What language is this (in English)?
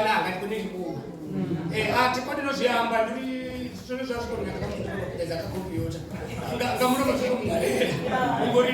Venda